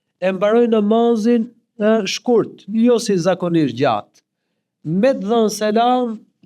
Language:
Albanian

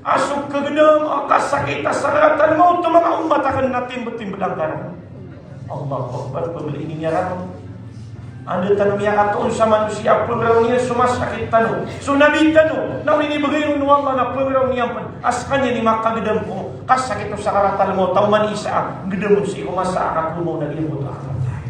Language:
Maranao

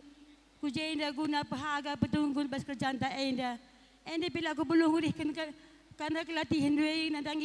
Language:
Batak Karo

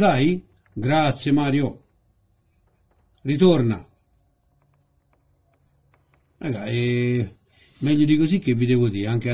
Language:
Italian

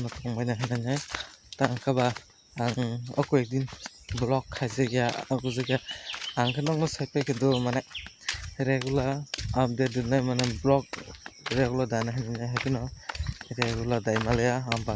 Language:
Kok Borok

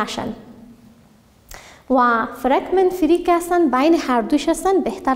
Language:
Persian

